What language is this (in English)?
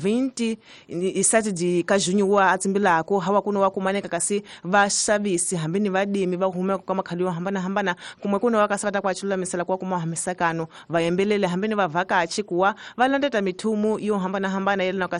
Tsonga